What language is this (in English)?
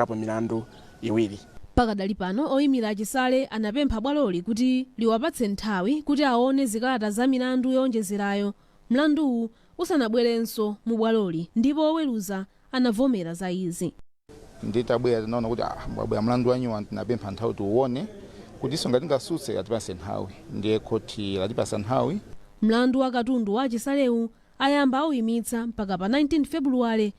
Nyanja